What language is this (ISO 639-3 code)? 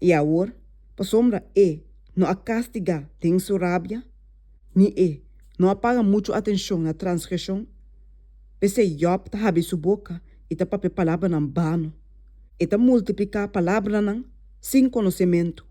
pap